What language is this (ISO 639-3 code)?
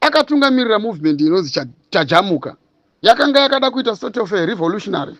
sna